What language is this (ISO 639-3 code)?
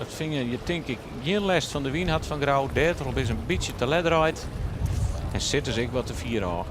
fry